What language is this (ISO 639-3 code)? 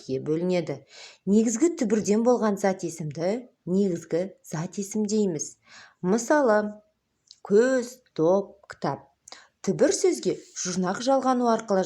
kaz